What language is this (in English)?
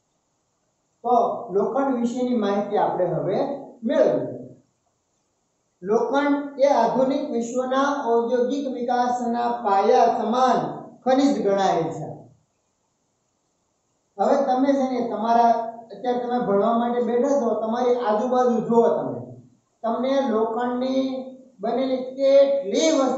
Gujarati